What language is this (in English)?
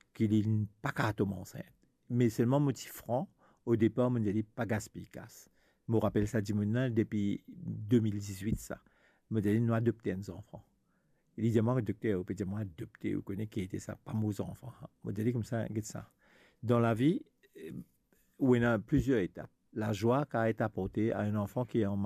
Morisyen